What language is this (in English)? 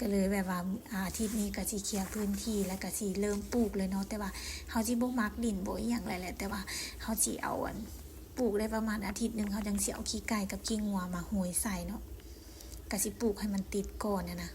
Lao